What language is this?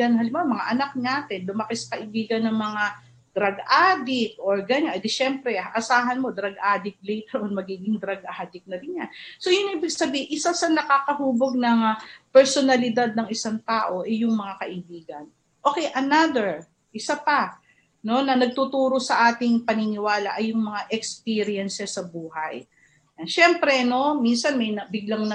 Filipino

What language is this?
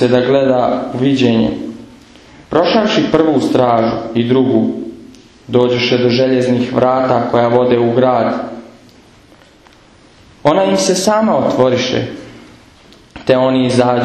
Croatian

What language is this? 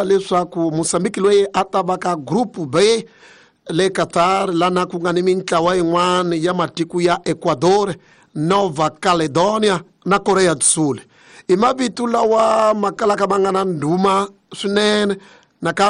Tsonga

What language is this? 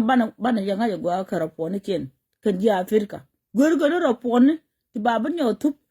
Nuer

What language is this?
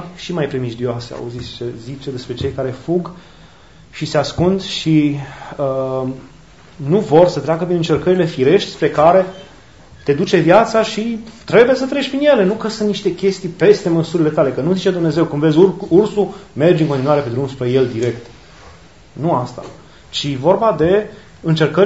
Romanian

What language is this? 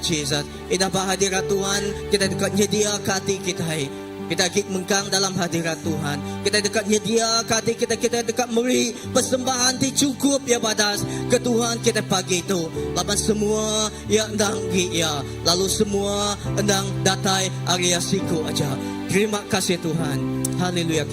Iban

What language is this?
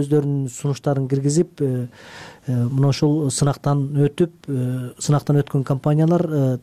Kyrgyz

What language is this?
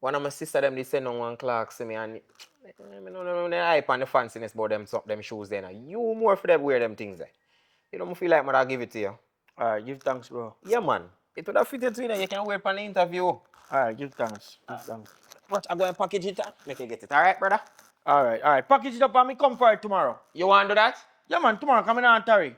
Jamaican Creole English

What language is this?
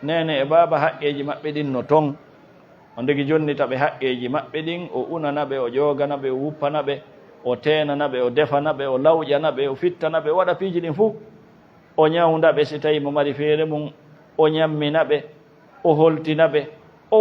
Fula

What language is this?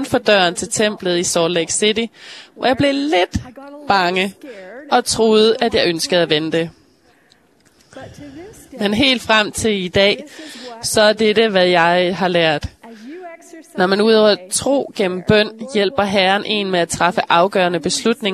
Danish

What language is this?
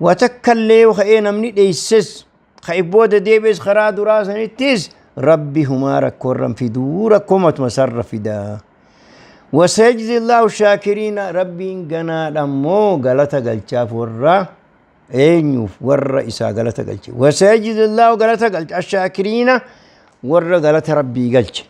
Oromo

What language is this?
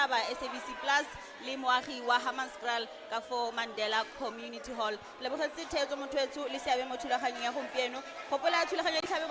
Tswana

